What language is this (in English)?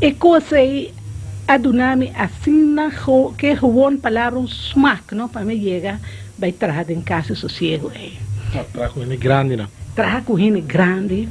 Papiamento